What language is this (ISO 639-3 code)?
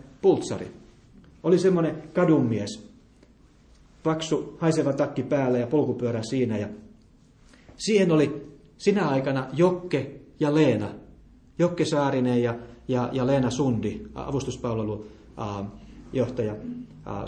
fin